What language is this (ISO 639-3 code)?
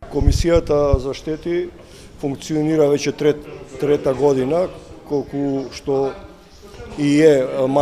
mkd